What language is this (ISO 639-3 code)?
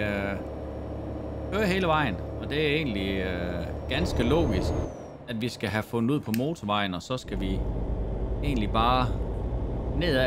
dan